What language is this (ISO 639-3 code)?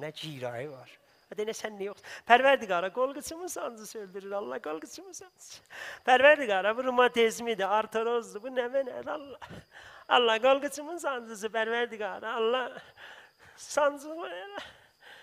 azb